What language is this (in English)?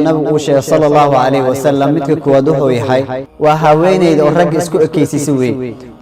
Somali